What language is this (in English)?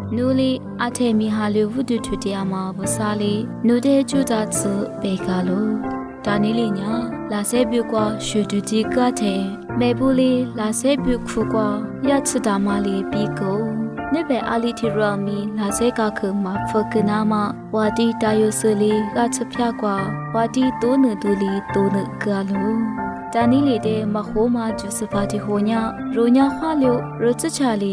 Lisu